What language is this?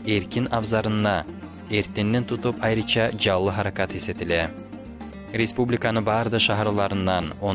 Kumyk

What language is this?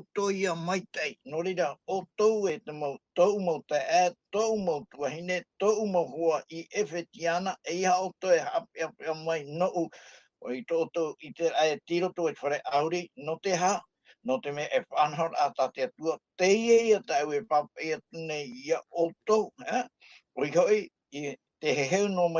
Tahitian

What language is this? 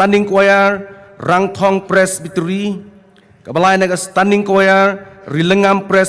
Khasi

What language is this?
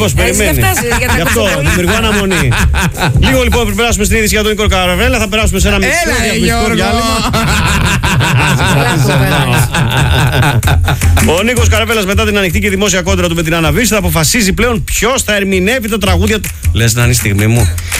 Greek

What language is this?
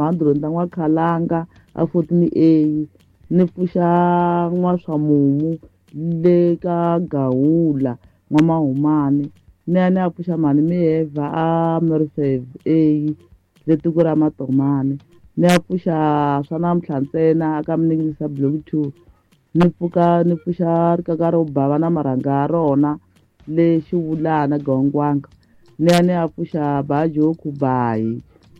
Tsonga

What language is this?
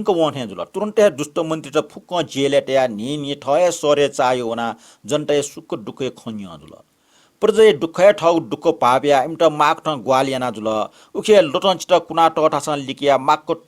Newari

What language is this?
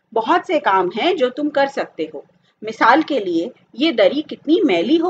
Hindi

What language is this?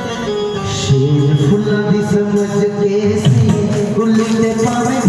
Dogri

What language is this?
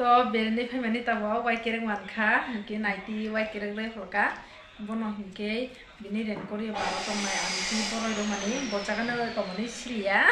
Kok Borok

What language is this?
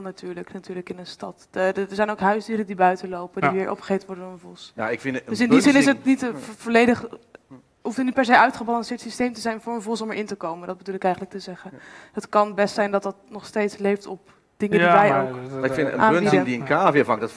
Dutch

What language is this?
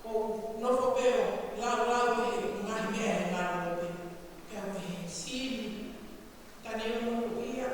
Tongan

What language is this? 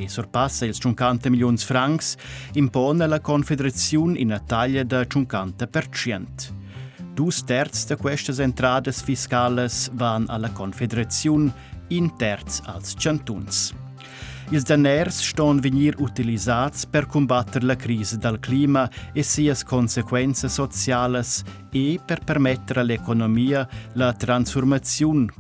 Romansh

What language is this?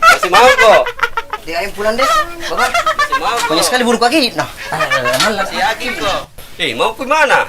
Makassar Malay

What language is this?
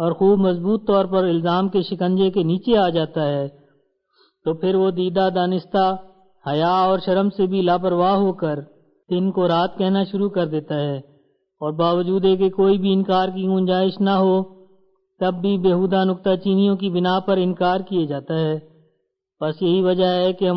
Urdu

